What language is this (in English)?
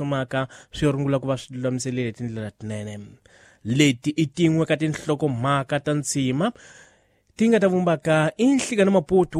Tsonga